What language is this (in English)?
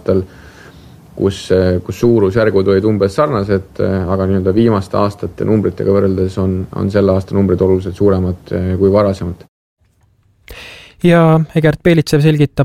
Estonian